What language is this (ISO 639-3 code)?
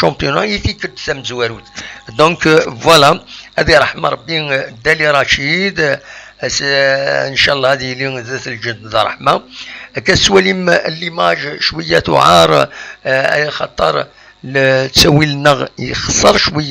kab